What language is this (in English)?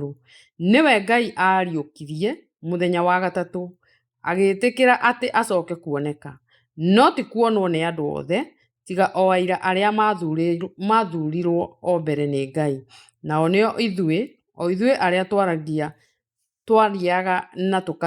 Kikuyu